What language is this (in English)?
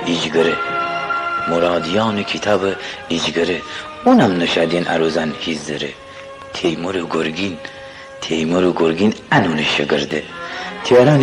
Gilaki